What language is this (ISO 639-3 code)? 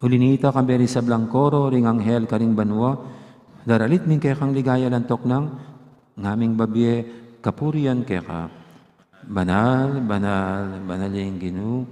pam